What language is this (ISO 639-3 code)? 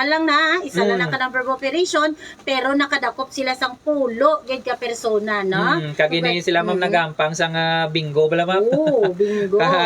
hil